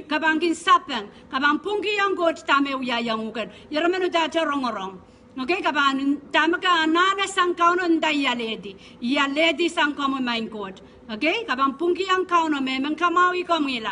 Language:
Pohnpeian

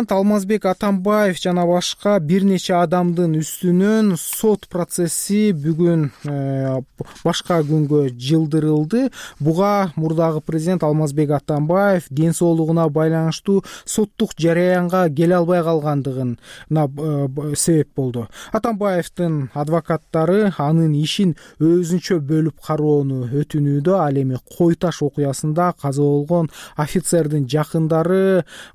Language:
Kyrgyz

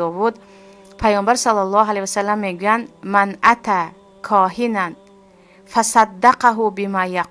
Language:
Tajik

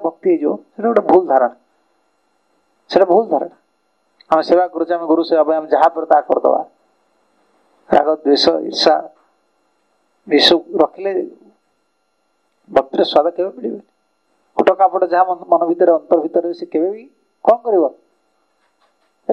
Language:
Odia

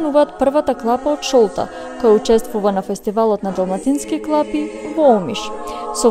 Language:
Macedonian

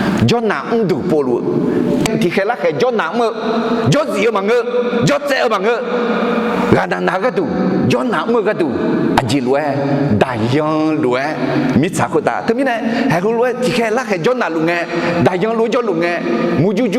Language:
Akha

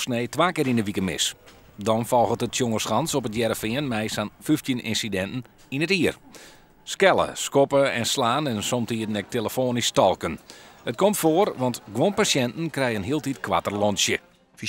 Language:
Western Frisian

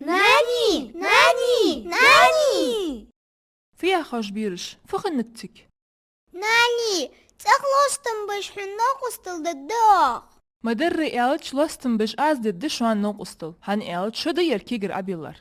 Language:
Ingush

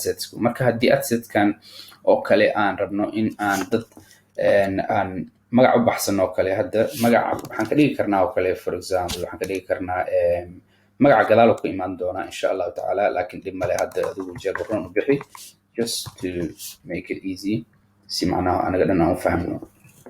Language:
Somali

